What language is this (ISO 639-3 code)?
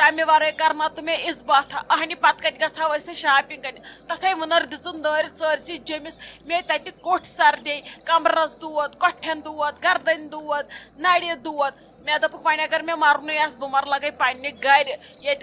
kas